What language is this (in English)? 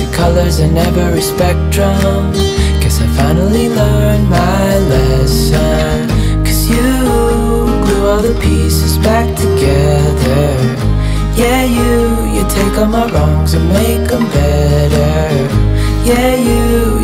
English